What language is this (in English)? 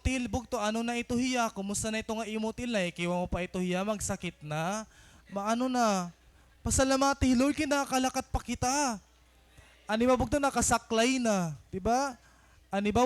Waray